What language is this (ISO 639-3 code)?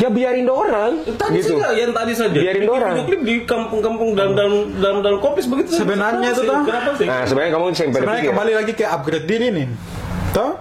abs